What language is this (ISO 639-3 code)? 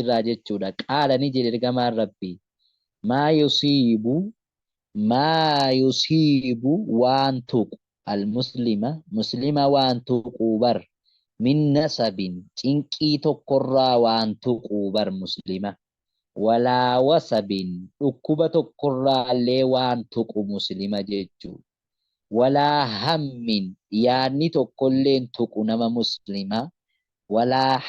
orm